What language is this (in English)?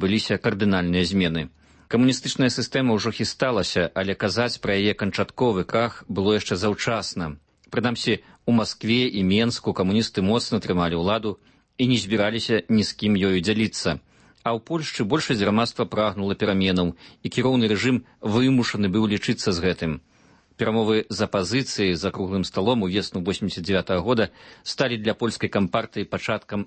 Belarusian